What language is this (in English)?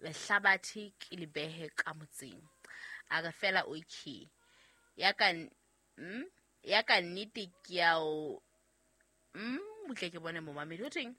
Southern Sotho